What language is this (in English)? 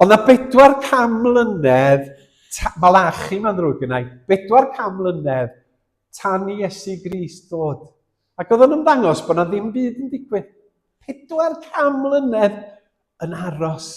Welsh